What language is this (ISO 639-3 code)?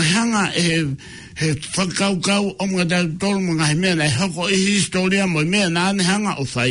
ton